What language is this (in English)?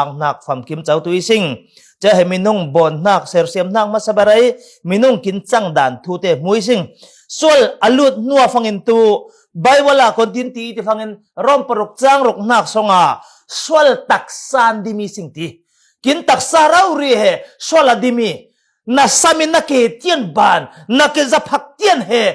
Falam Chin